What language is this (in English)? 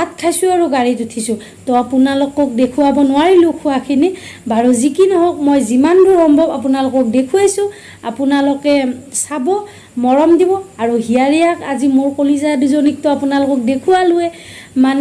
Assamese